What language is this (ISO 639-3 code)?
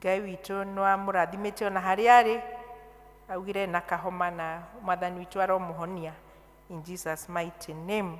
kik